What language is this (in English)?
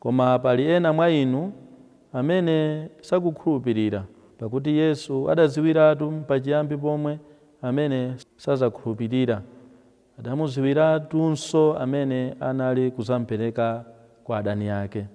Nyanja